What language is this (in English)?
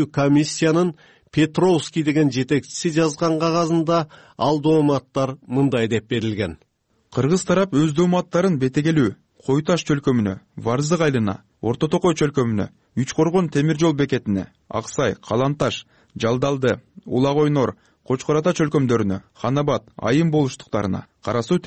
Kyrgyz